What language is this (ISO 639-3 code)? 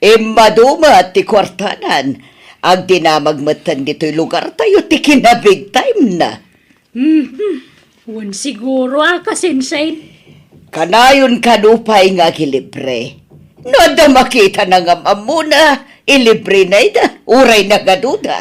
ilo